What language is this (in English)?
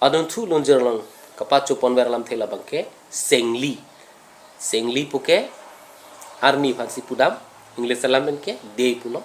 Karbi